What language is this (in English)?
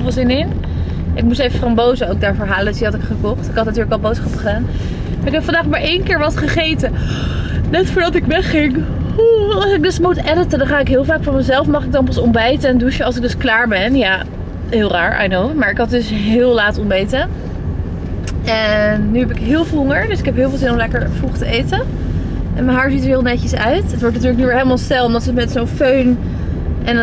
Dutch